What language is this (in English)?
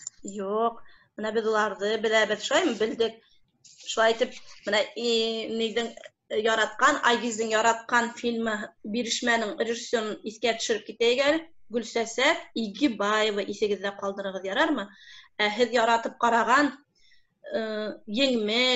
Bashkir